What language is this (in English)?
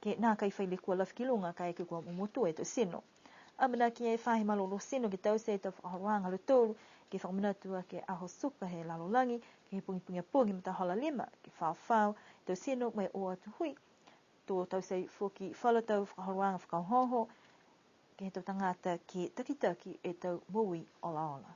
Niuean